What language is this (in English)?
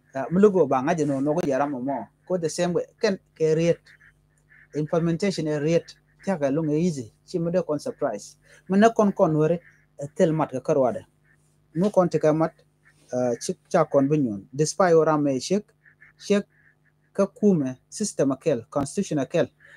Nuer